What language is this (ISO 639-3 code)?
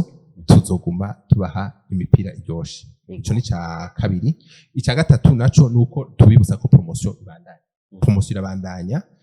run